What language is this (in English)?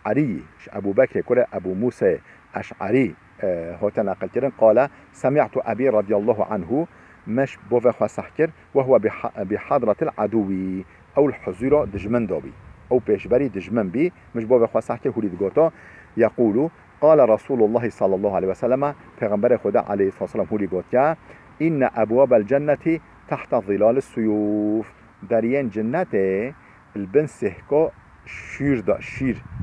Kurdish